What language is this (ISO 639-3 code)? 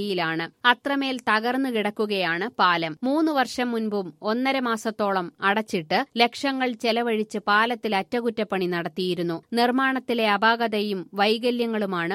mal